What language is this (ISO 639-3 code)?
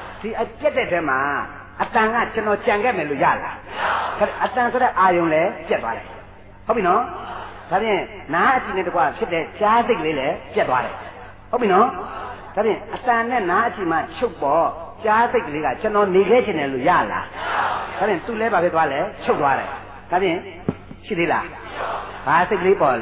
mya